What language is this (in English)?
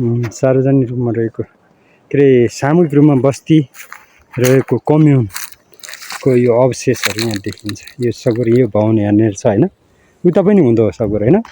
Nepali